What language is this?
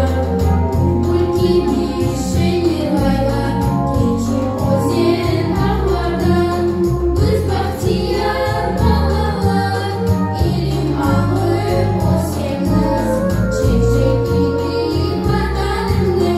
Crimean Tatar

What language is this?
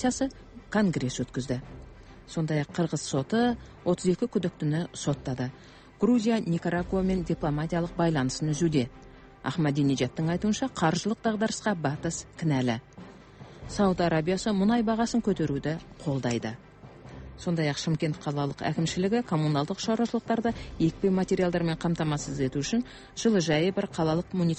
Kazakh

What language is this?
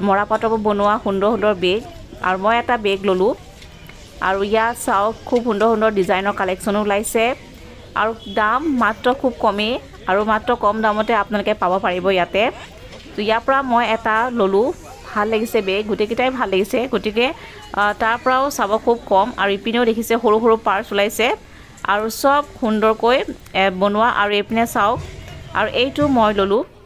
Assamese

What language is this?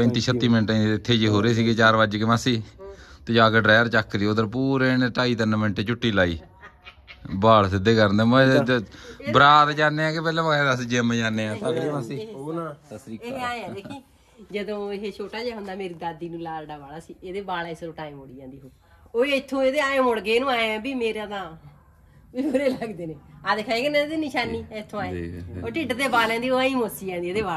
Punjabi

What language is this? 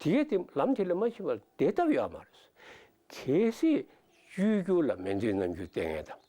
Tibetan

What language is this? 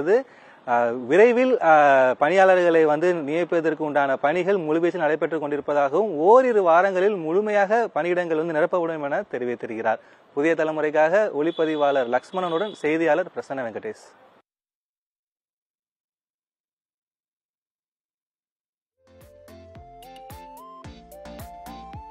Tamil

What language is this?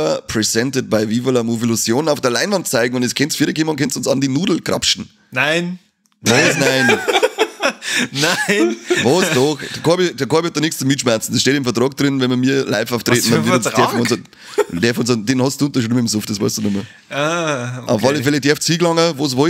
Bavarian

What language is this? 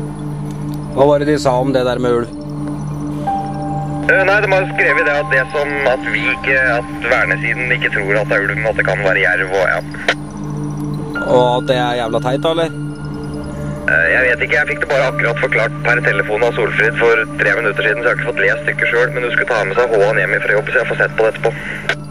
Norwegian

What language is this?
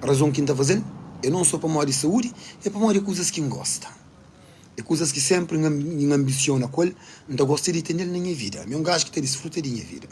Kabuverdianu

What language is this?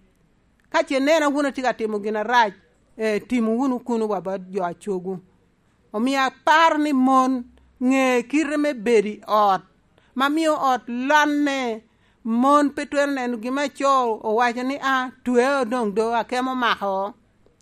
Lango (Uganda)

